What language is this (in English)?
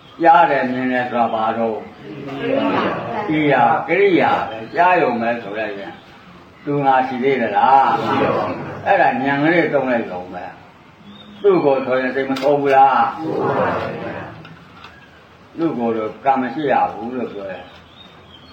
Burmese